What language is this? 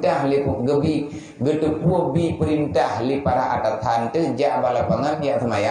Achinese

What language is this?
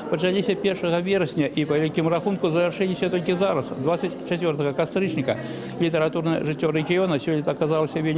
Belarusian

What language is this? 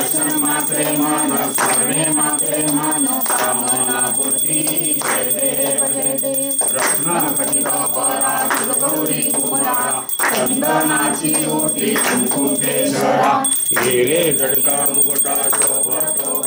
Marathi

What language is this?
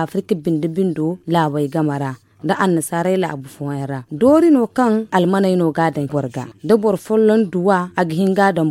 Zarma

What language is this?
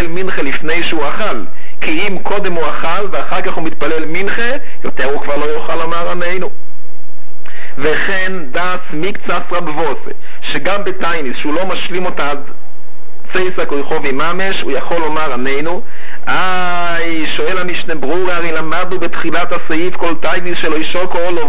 Hebrew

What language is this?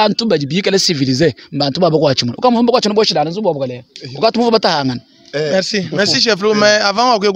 Luba-Lulua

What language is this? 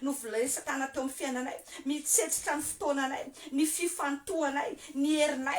Malagasy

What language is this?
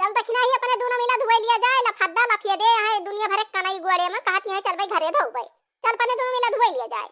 Awadhi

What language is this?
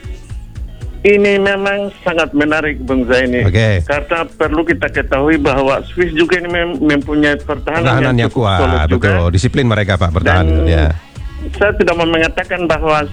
Indonesian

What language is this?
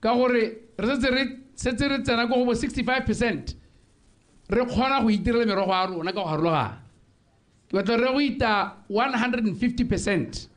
Tswana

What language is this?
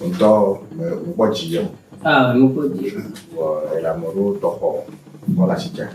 Ewe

